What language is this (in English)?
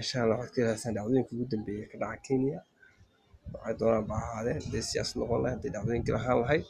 Somali